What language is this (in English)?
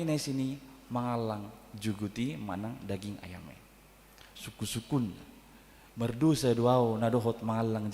Batak Toba